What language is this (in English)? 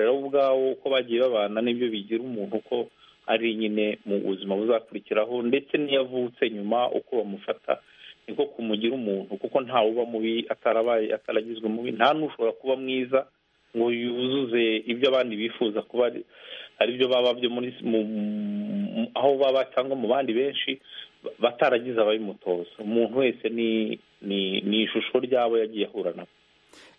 Kinyarwanda